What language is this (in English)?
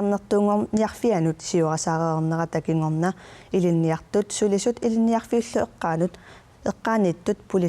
Kalaallisut